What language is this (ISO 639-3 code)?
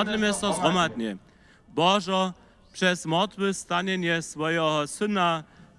hsb